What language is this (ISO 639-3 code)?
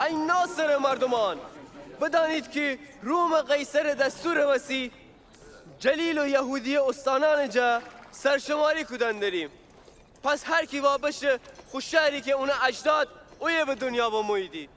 glk